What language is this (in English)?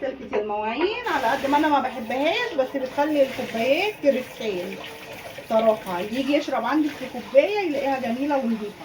Egyptian Arabic